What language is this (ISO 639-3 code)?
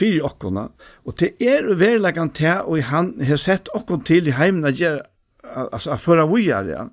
fao